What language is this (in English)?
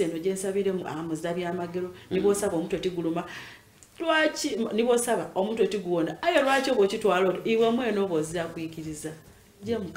Ganda